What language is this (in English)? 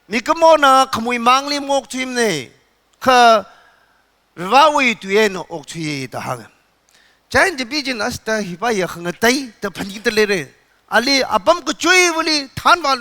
Tangkhul Naga (India)